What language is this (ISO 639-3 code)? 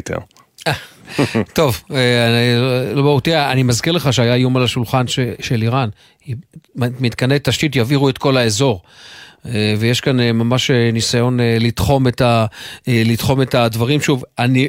heb